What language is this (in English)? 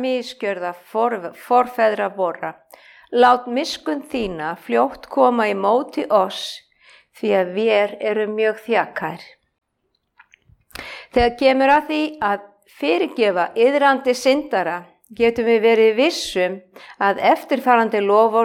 Icelandic